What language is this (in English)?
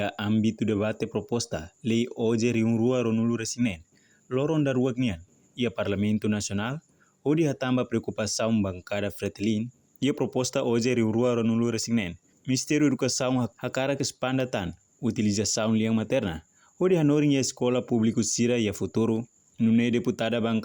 Tetum